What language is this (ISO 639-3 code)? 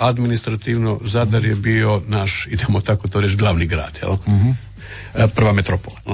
hrv